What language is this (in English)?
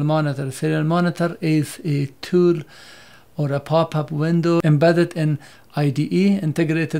English